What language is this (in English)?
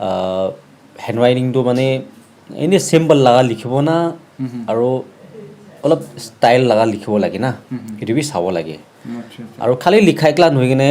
Naga Pidgin